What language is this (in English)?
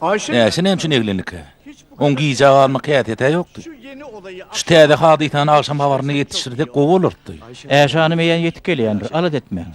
Turkmen